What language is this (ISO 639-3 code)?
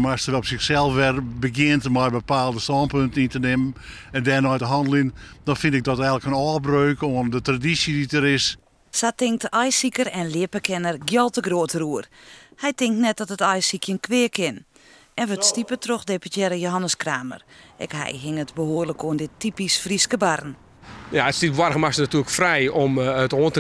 fry